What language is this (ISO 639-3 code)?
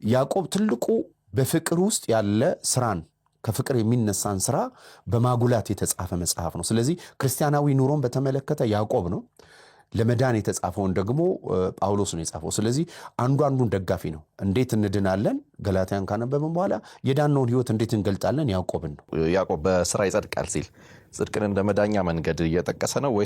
amh